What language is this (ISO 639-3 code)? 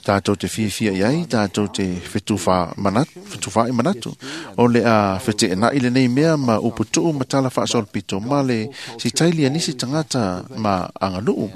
smo